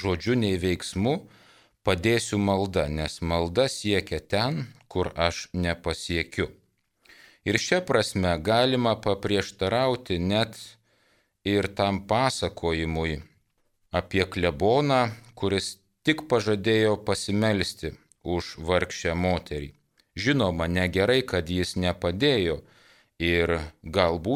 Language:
Lithuanian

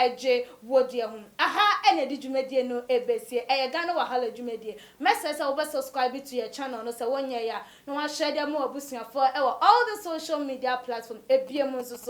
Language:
Akan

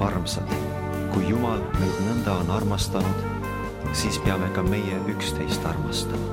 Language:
Estonian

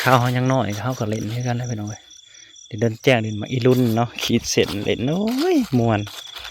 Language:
Northeastern Thai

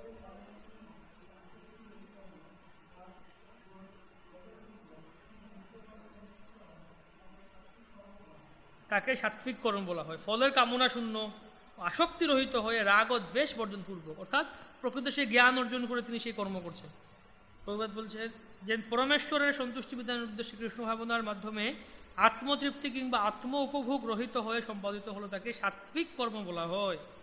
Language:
Bangla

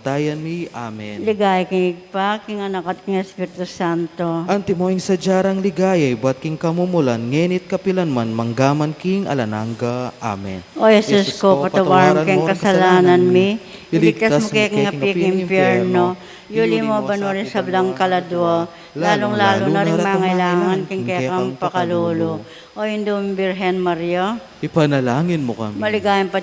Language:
Pampanga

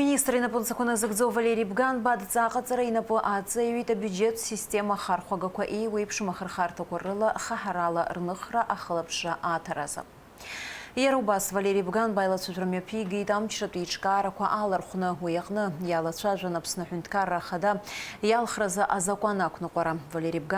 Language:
Abkhazian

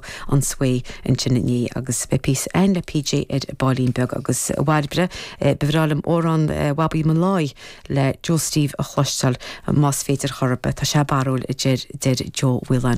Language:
Irish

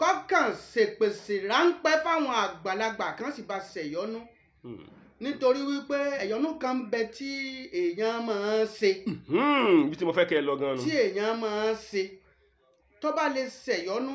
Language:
Yoruba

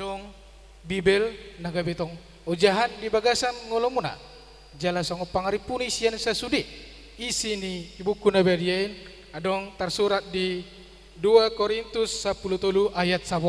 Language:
Batak Toba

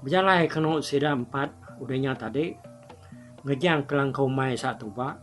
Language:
Iban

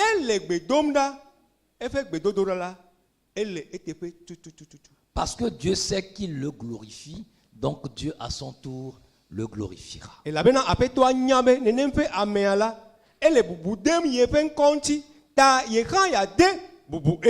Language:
Ewe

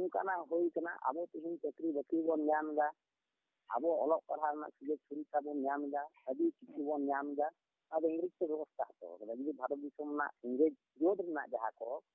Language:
Santali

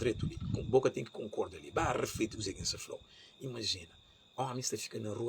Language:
Kabuverdianu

